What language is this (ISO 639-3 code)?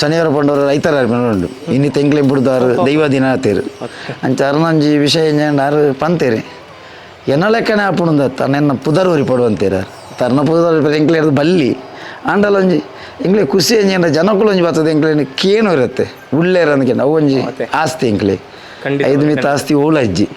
tcy